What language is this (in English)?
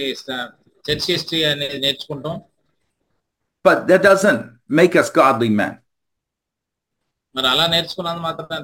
Telugu